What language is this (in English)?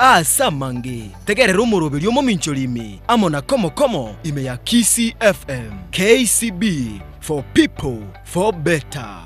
Gusii